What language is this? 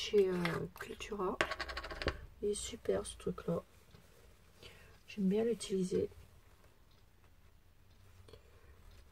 French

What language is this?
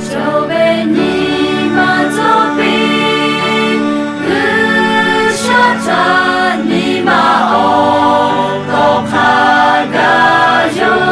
Lahu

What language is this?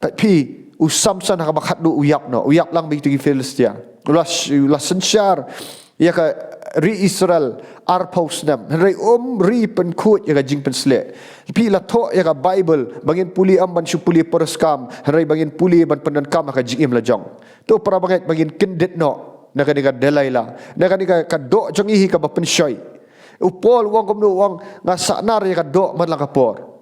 Khasi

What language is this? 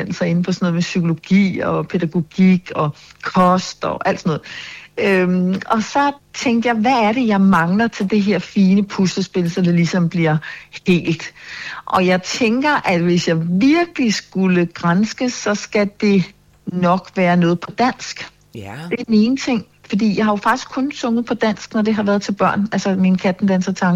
Danish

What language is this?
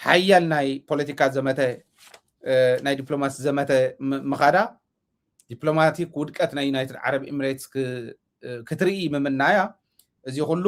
Tigrinya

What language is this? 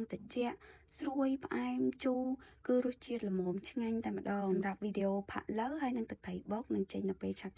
Khmer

